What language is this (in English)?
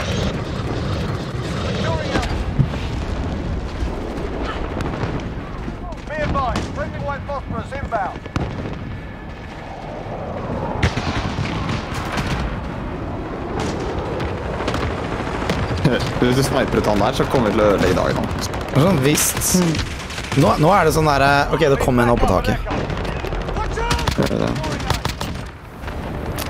Norwegian